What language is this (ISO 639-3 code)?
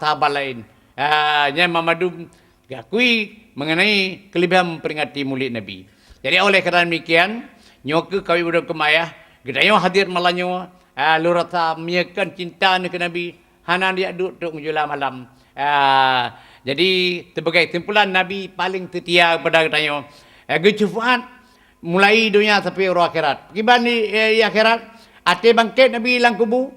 ace